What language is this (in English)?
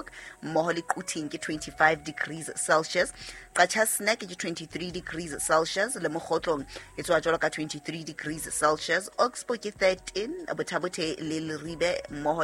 Southern Sotho